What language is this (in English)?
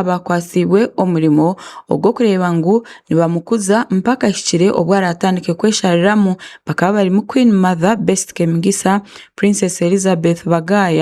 Tooro